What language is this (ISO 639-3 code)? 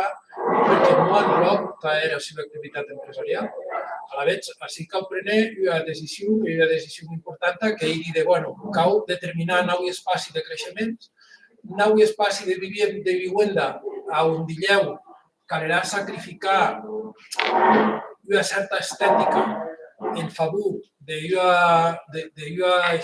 oci